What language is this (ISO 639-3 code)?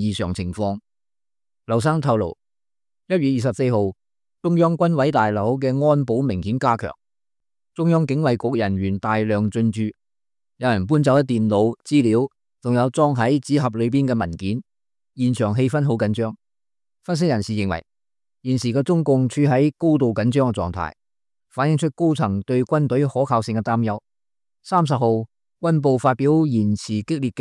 yue